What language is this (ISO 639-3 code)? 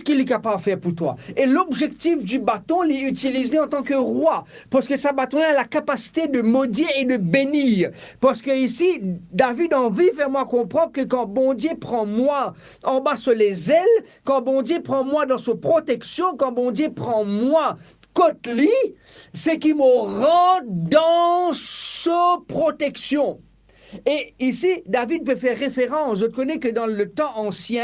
mfe